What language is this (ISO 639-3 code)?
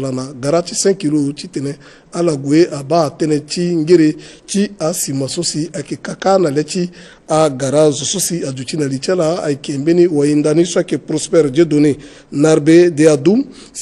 sag